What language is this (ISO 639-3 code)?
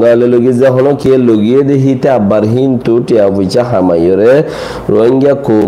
rhg